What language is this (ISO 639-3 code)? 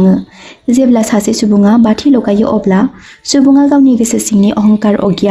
brx